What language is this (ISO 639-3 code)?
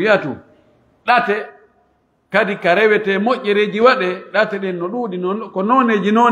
fuf